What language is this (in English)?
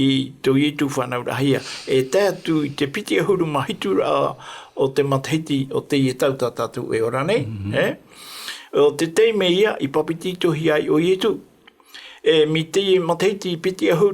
Tahitian